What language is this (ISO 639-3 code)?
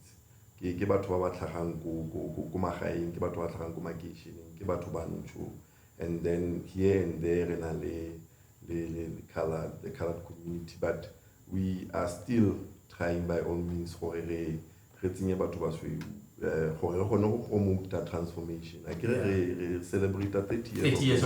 tsn